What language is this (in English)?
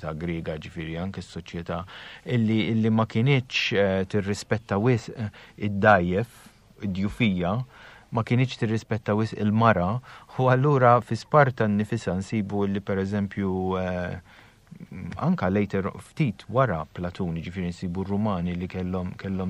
Maltese